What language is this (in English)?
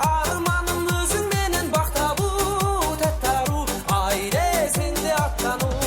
Kara-Kalpak